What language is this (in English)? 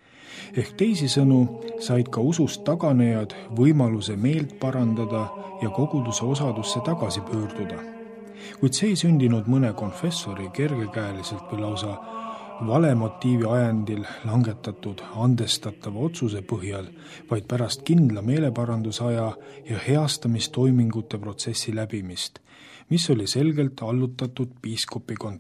Estonian